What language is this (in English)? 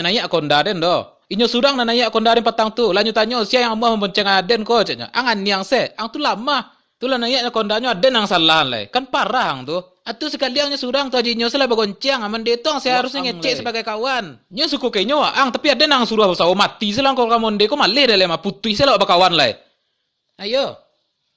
Minangkabau